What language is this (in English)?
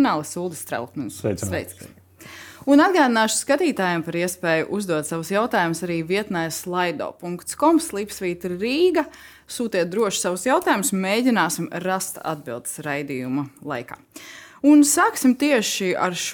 Latvian